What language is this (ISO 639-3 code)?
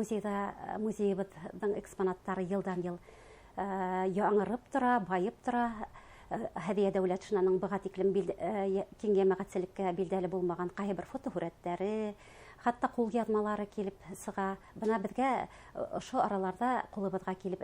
bak